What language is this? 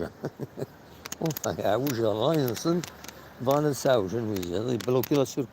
Kabyle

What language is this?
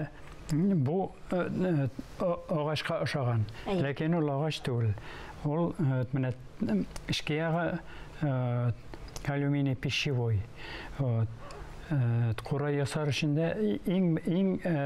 Tatar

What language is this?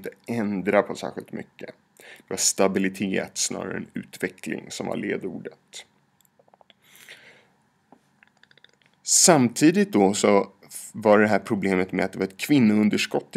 Swedish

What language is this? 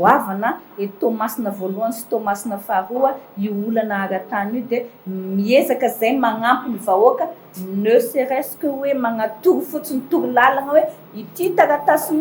Malagasy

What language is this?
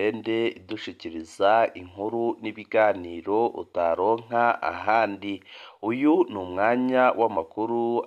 Rundi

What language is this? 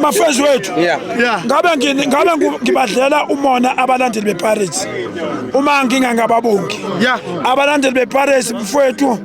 Zulu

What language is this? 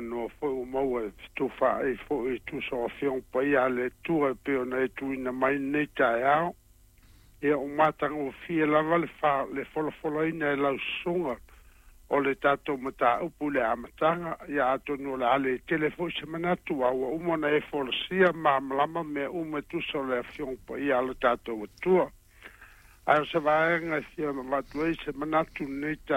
Samoan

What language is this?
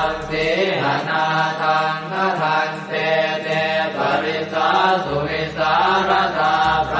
Pali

